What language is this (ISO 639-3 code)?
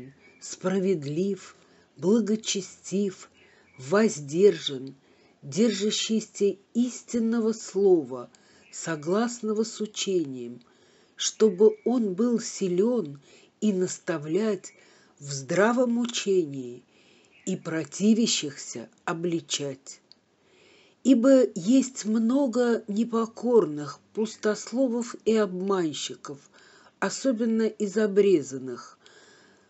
rus